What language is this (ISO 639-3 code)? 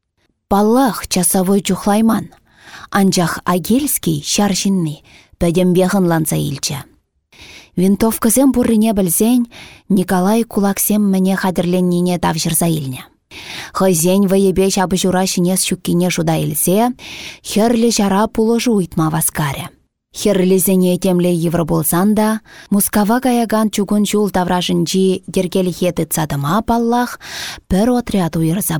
chv